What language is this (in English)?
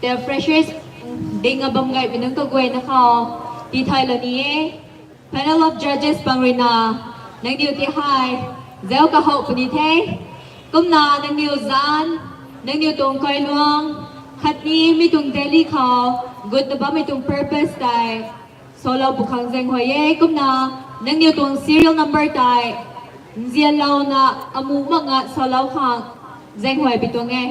Rongmei Naga